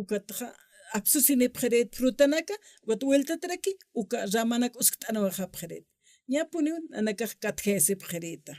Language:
Aymara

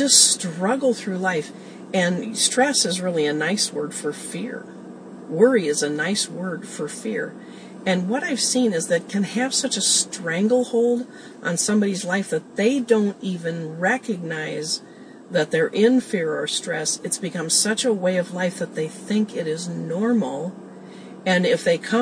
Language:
English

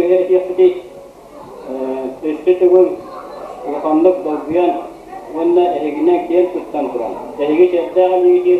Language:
Yakut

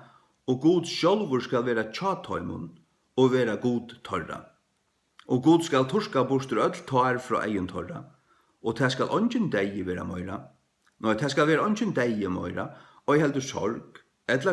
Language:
Faroese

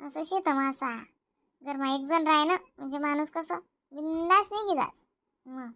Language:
Khandesi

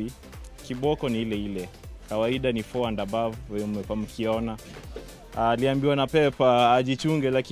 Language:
Swahili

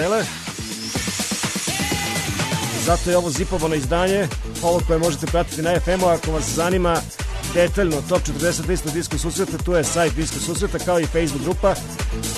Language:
Serbian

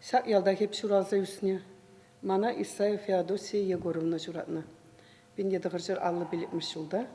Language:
Chuvash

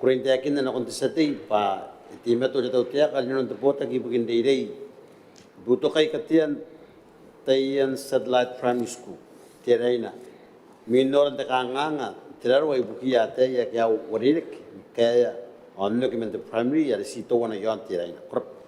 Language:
Gilbertese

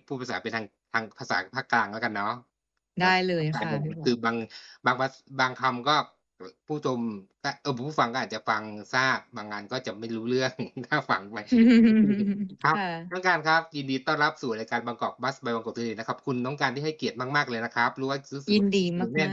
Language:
Thai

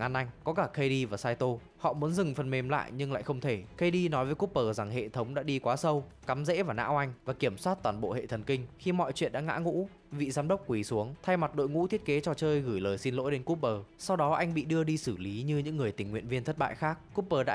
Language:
Vietnamese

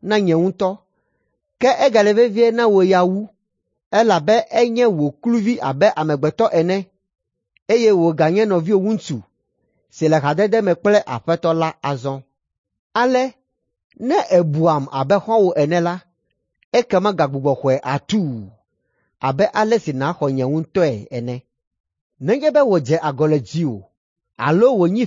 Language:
Ewe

